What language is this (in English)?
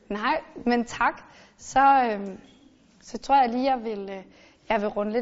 Danish